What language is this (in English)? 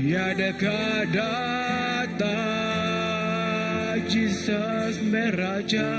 Iban